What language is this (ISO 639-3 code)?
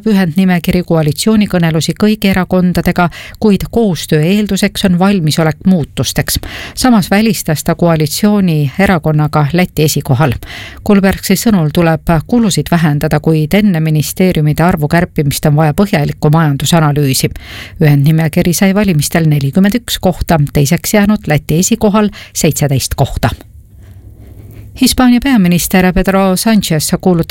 est